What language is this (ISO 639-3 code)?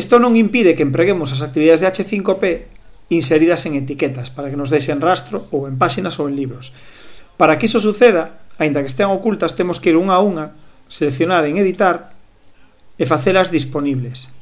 glg